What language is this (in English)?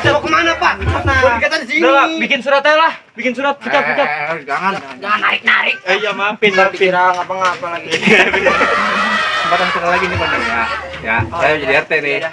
Betawi